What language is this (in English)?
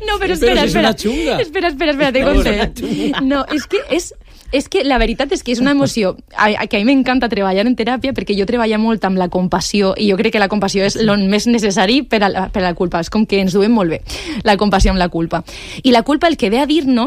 Catalan